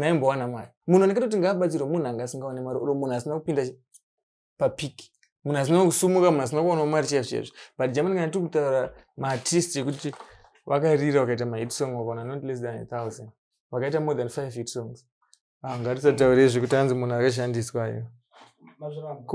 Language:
Shona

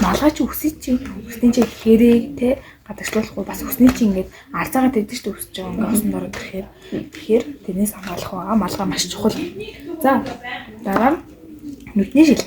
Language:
Mongolian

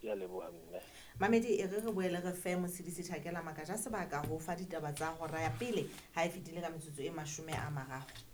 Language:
Southern Sotho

